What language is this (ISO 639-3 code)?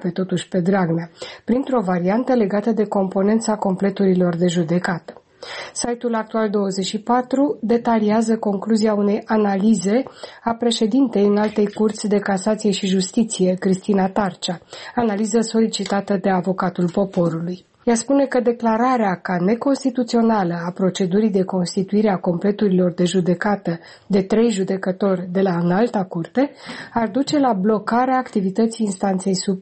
ron